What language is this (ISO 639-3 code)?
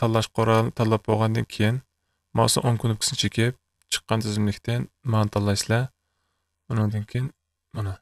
uig